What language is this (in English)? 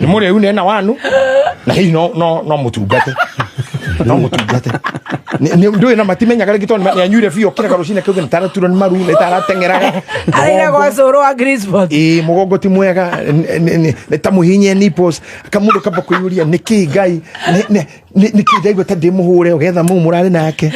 Kikuyu